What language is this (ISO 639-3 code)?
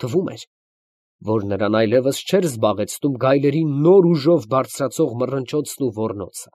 hye